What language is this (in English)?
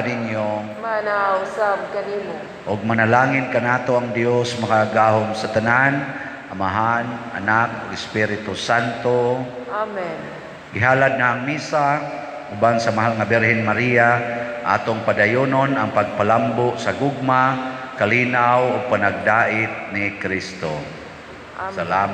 Cebuano